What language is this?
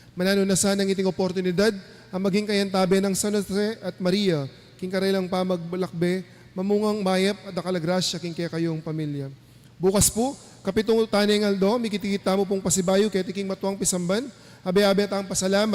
Pampanga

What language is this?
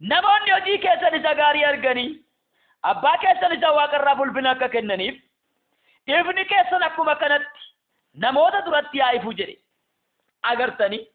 Oromo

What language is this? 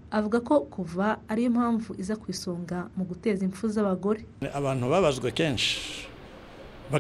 Kinyarwanda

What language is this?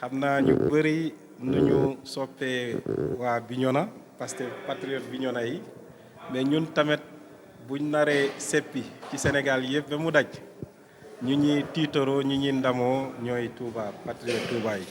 Wolof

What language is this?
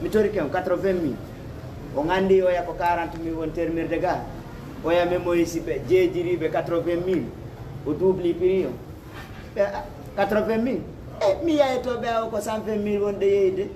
Fula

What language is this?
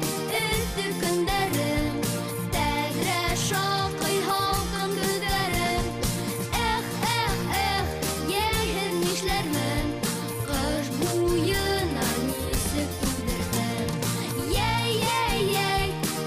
Bashkir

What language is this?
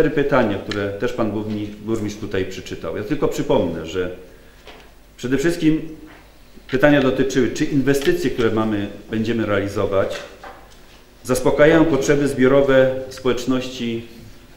Polish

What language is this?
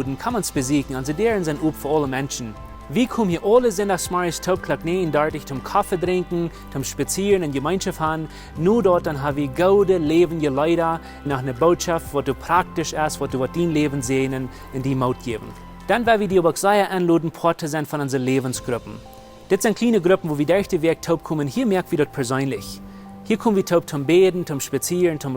Plautdietsch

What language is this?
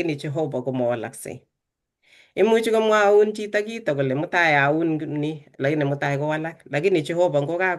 Kalenjin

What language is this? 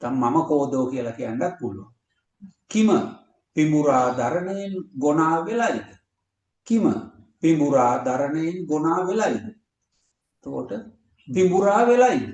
Sinhala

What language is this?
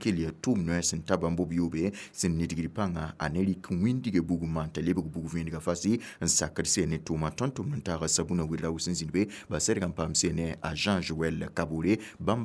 Mossi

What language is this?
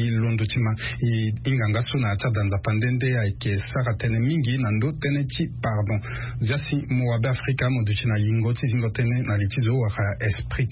Sango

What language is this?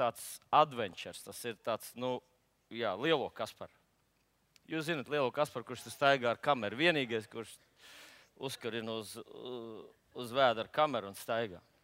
Latvian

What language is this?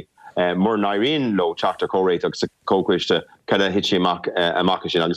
Irish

